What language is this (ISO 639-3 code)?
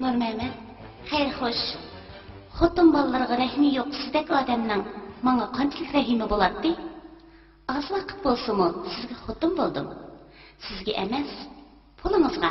uig